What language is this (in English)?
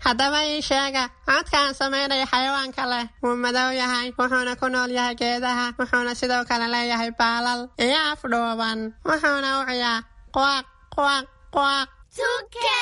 Somali